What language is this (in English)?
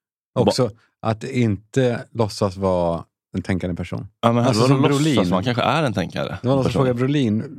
Swedish